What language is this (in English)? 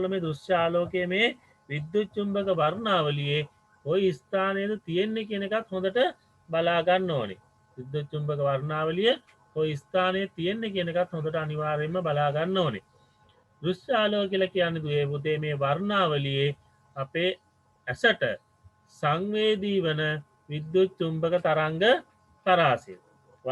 Sinhala